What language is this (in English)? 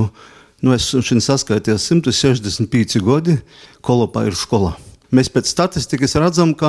Latvian